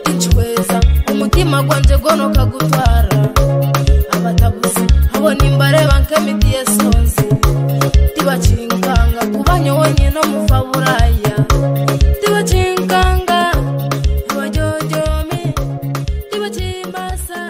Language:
Nyoro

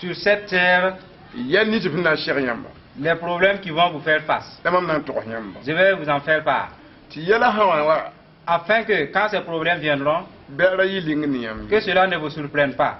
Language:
Mossi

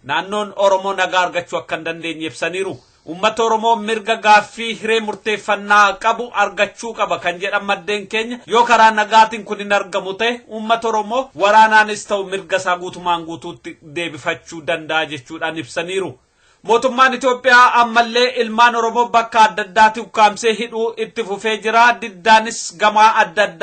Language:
Oromo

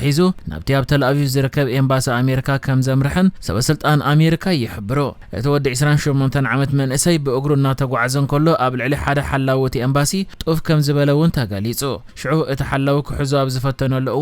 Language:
Tigrinya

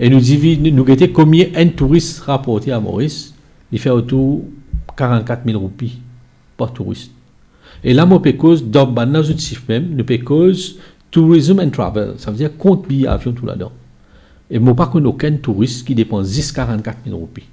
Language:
Morisyen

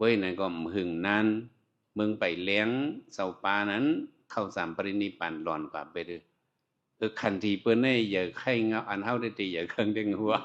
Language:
Shan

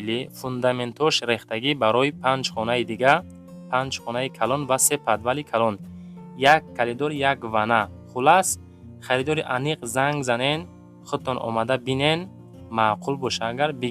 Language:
Tajik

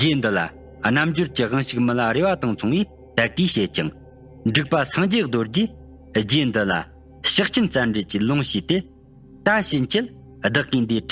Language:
Tibetan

